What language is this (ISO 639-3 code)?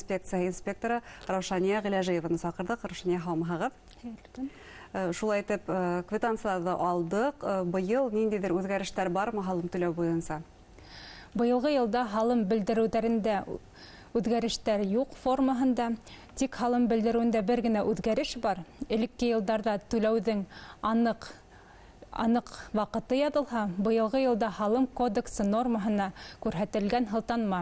bak